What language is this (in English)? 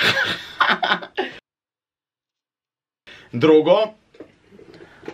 Croatian